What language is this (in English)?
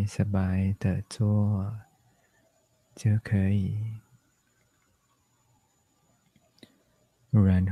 Chinese